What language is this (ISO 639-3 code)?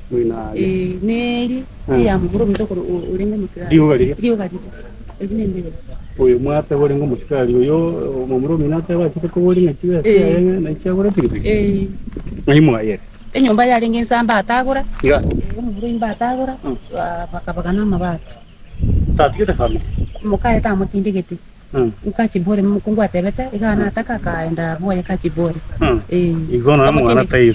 guz